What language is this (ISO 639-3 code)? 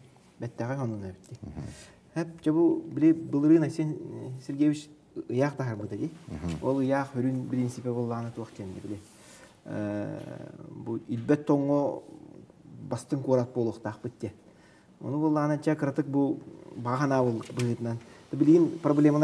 sah